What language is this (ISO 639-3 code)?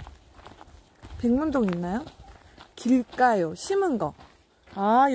kor